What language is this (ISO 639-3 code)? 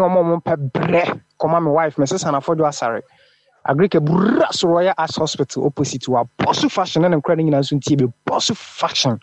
aka